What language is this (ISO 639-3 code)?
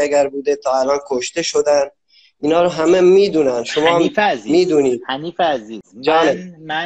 fas